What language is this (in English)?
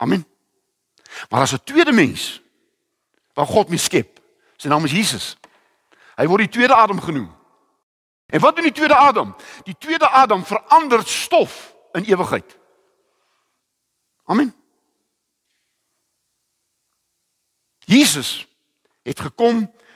Afrikaans